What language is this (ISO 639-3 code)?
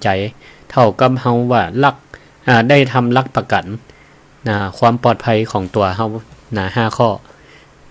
nod